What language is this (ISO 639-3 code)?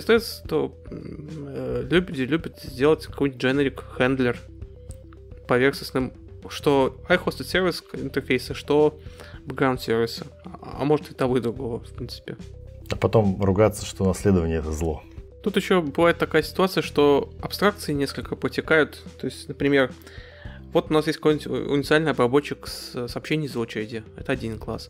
rus